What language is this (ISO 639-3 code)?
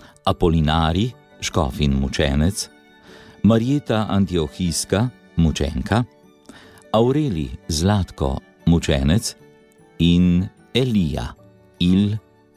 slv